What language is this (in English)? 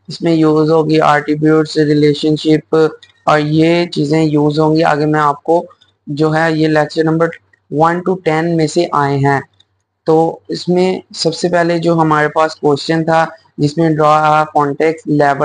Hindi